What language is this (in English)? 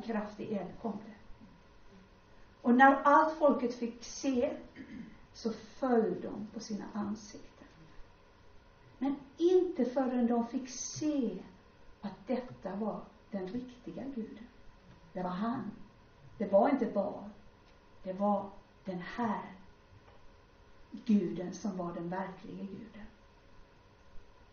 Swedish